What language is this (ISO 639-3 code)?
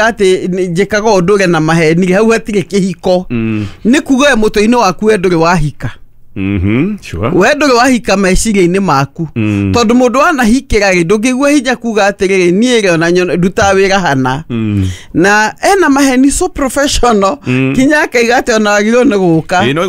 kik